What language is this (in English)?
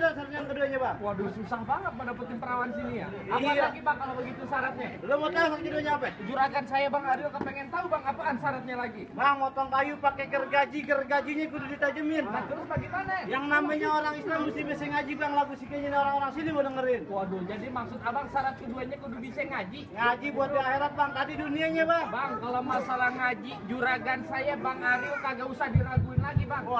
Betawi